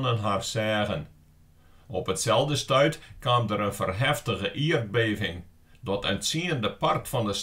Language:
Western Frisian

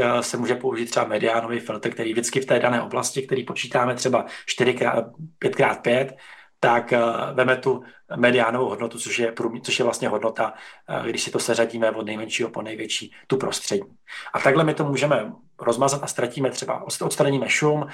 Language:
Czech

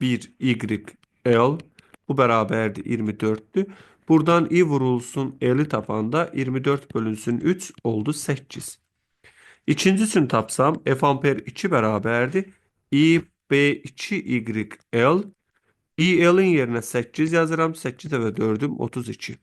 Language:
Azerbaijani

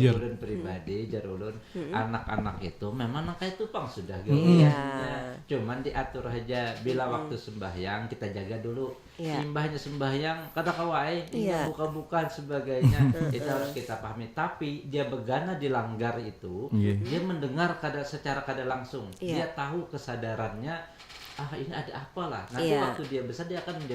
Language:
Banjar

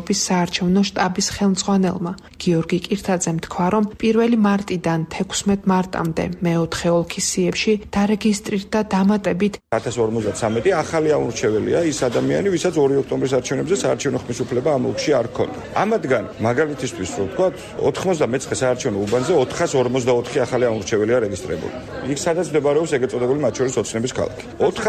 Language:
Georgian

